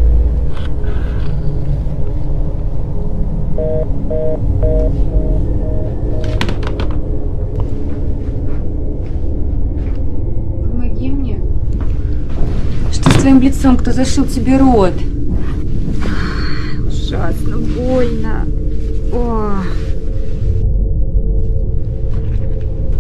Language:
Russian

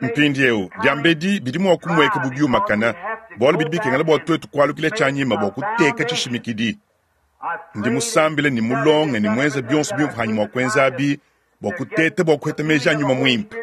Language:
Luba-Lulua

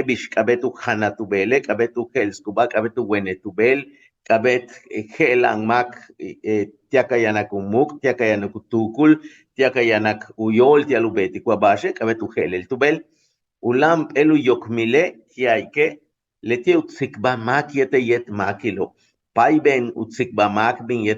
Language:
Yucateco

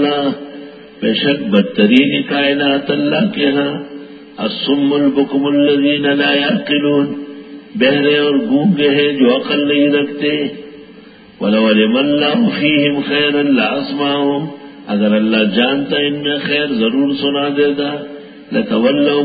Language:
Urdu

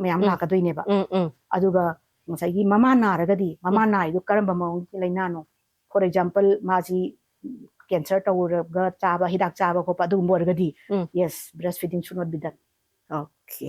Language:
Manipuri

